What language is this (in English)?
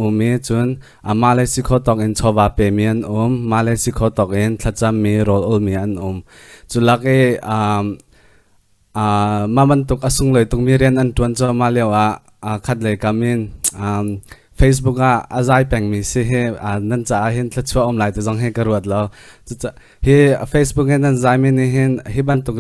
Hakha Chin